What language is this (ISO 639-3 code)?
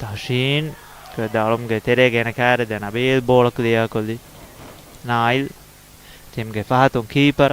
div